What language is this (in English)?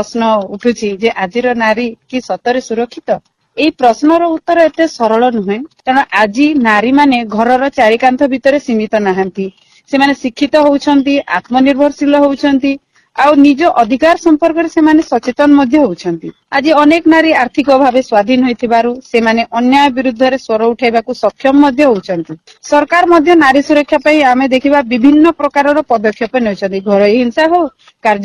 Odia